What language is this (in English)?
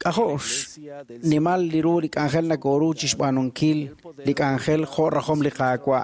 Kekchí